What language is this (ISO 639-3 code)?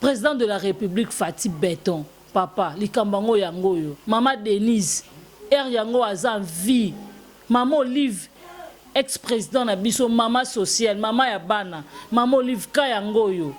lin